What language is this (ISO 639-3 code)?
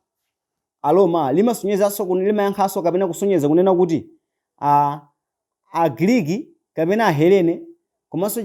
nya